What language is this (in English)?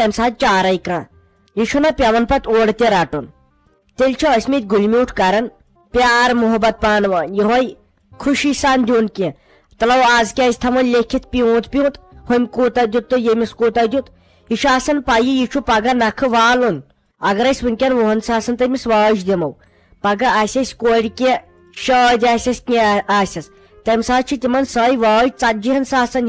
Kashmiri